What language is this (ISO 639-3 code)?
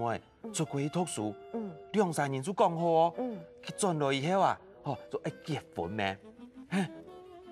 hak